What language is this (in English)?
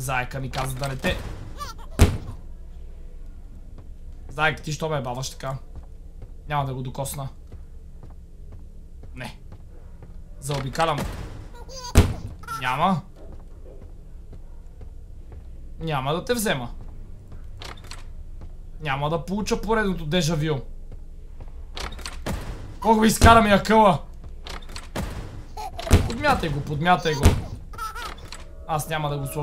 Bulgarian